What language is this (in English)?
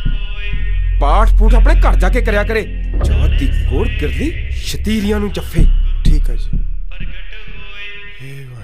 Punjabi